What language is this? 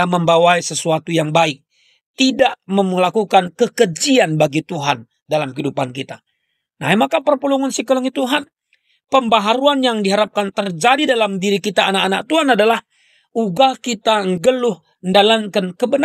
Batak Karo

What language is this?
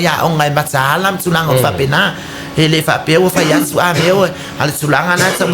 Samoan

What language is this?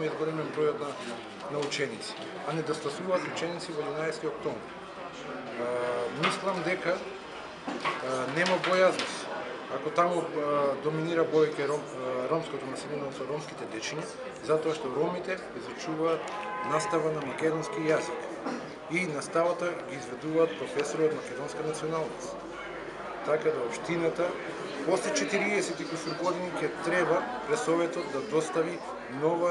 Macedonian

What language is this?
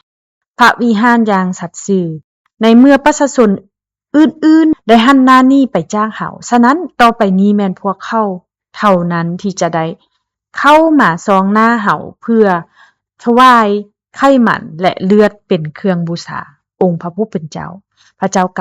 Lao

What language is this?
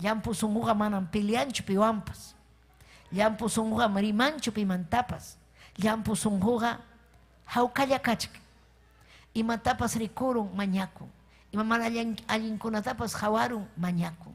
Ayacucho Quechua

